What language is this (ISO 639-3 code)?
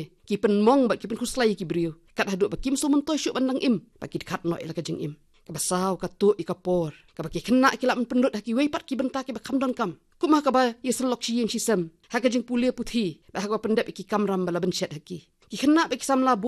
kha